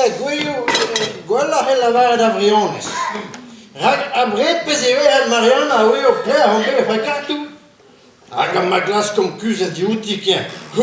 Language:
Breton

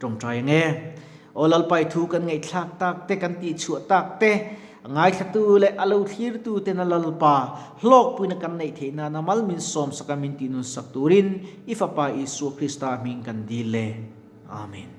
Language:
Mizo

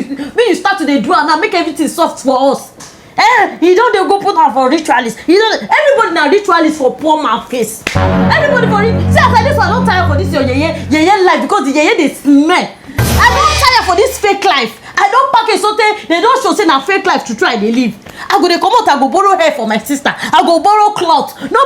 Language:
Nigerian Pidgin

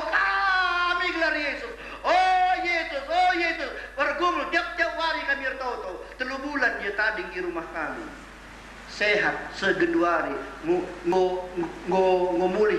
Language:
Batak Karo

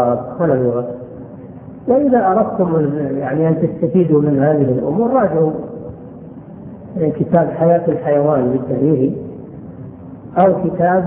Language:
Arabic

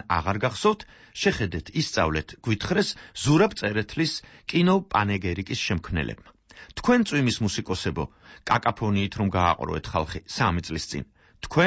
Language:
Georgian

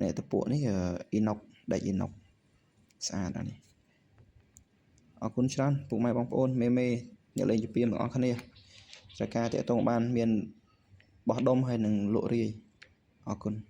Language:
Khmer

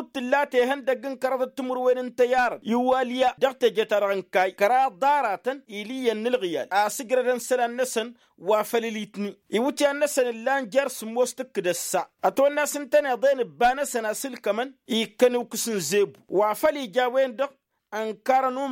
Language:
Tamasheq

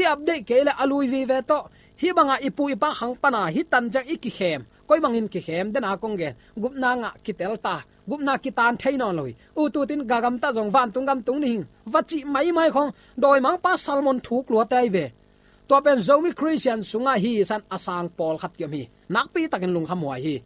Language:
Tedim Chin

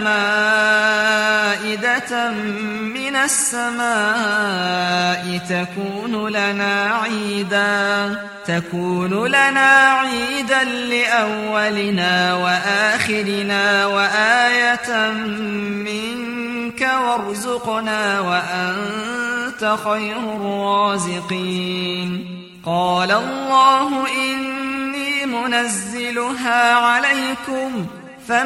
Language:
Arabic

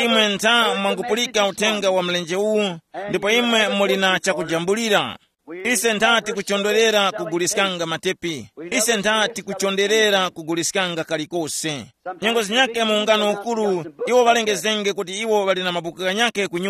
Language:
Tumbuka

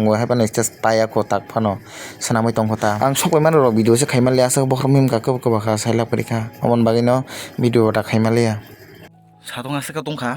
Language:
Kok Borok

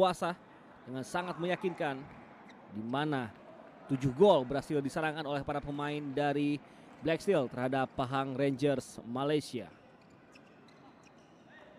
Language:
Indonesian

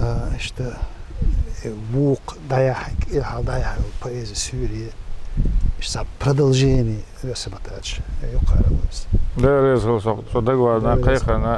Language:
Chechen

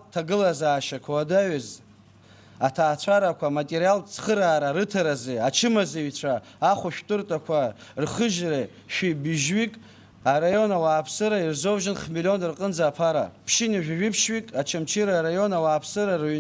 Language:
Abkhazian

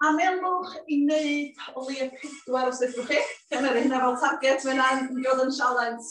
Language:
Welsh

